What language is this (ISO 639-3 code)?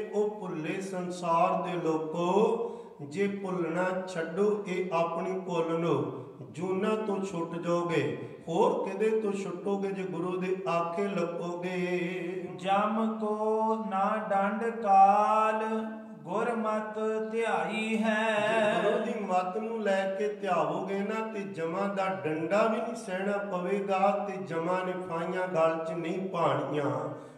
pan